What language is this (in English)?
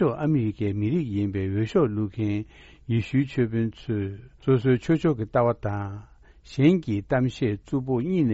Tibetan